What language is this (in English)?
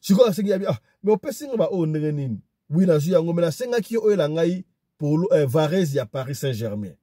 Lingala